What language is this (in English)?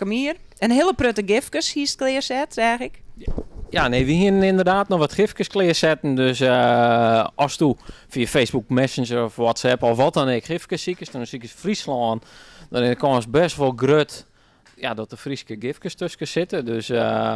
Western Frisian